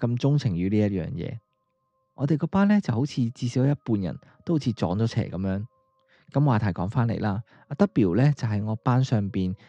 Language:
Cantonese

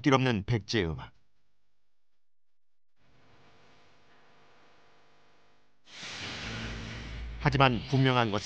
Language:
Korean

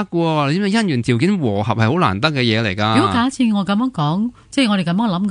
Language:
Cantonese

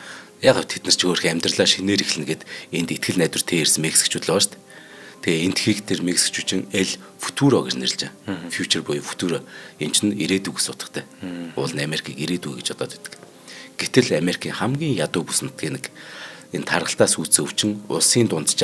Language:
Mongolian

